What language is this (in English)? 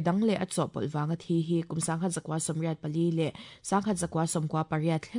Mizo